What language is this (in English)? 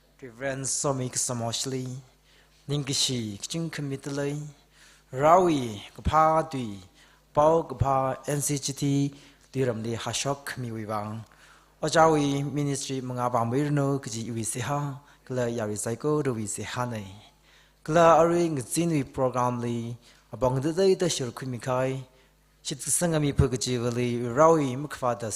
Tangkhul Naga (India)